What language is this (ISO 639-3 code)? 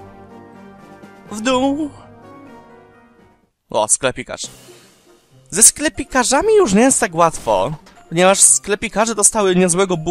pol